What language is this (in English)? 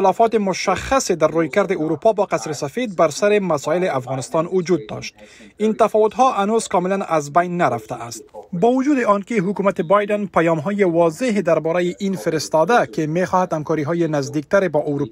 Persian